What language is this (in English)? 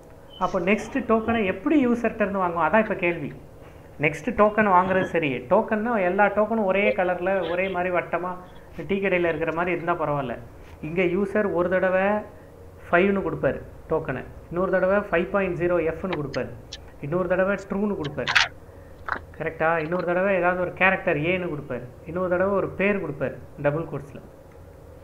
Tamil